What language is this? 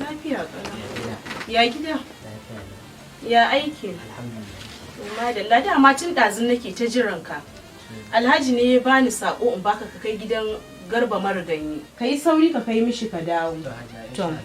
Hausa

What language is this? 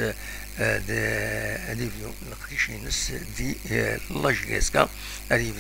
Kabyle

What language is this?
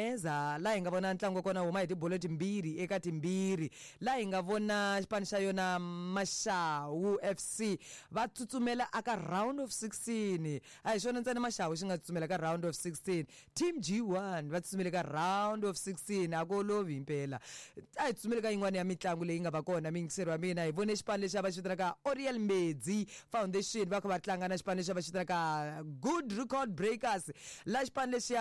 Tsonga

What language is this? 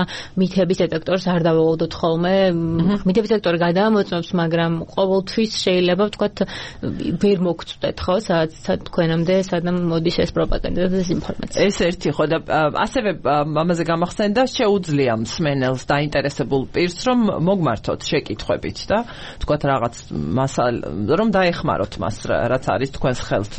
Georgian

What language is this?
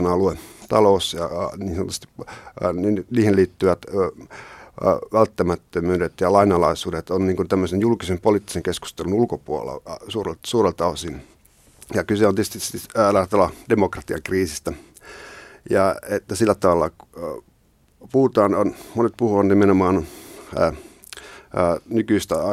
Finnish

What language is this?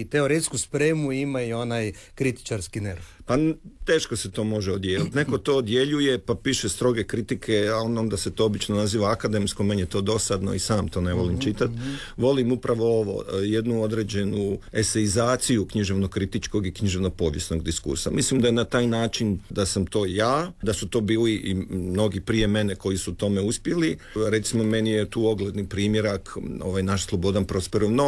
Croatian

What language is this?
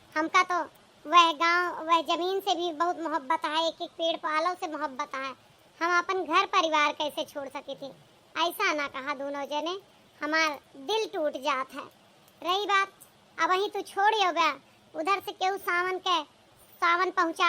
Awadhi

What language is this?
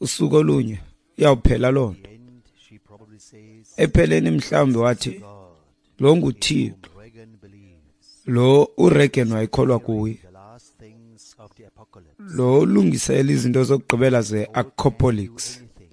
Xhosa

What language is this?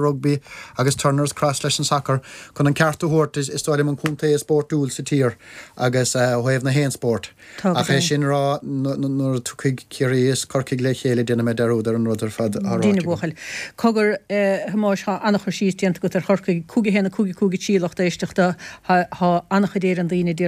Irish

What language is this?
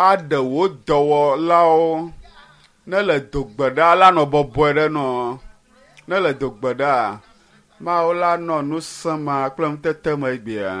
Ewe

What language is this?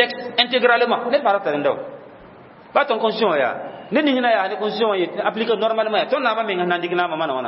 Mossi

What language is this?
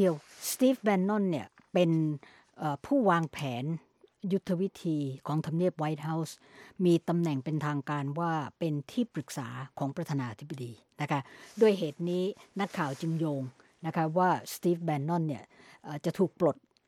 Thai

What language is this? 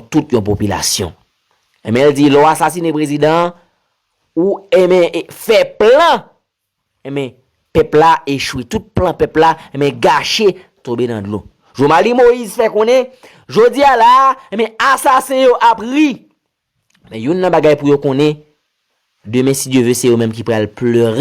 Haitian Creole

